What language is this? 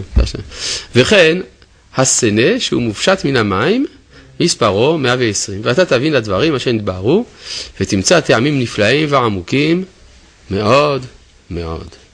Hebrew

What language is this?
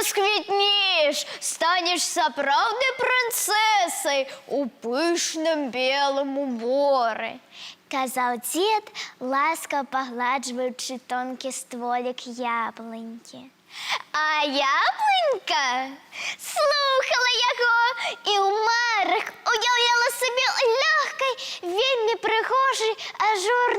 Belarusian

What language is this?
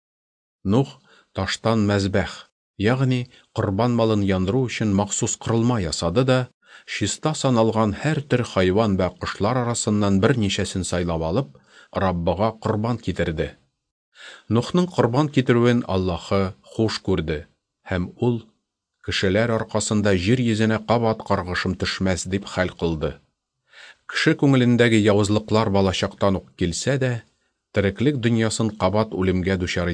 Tatar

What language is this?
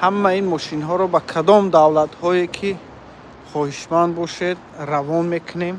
Tajik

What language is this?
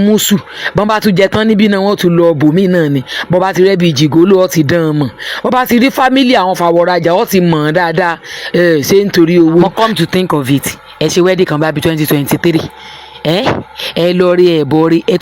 Yoruba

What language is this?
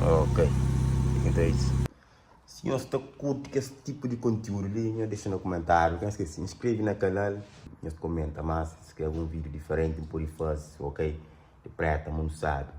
Kabuverdianu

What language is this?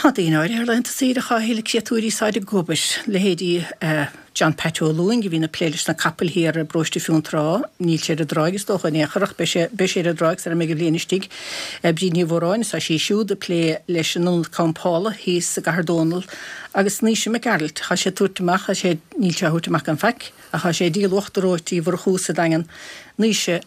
Irish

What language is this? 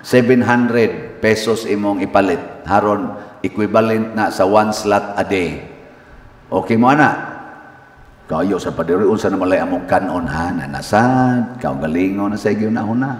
Cebuano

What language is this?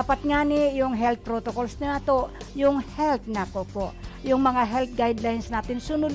Bikol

